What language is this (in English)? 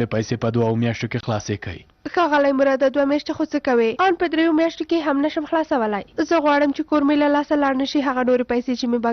Pashto